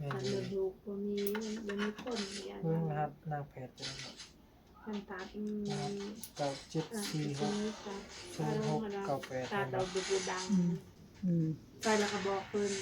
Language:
Northeastern Thai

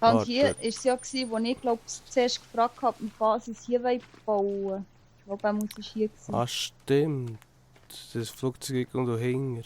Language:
Swiss German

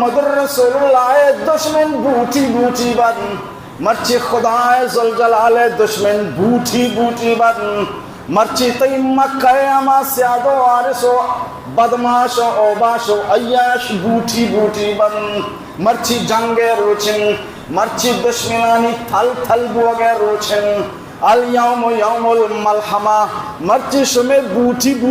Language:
Baluchi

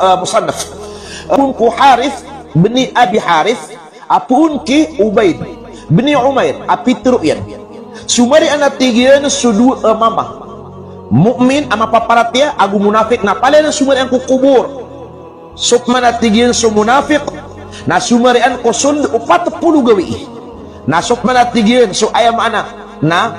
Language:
Maranao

